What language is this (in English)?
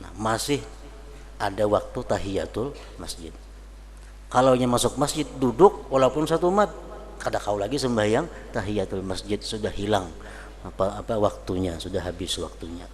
Banjar